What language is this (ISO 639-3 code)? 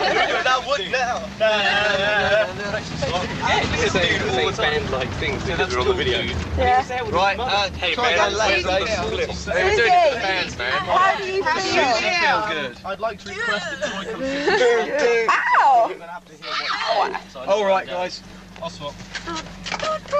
eng